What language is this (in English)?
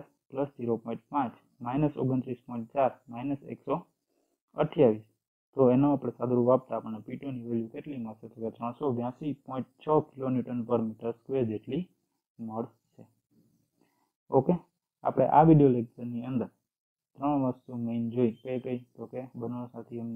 Gujarati